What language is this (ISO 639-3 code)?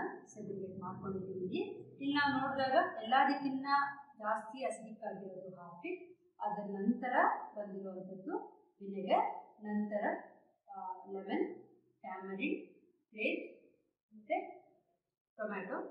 kan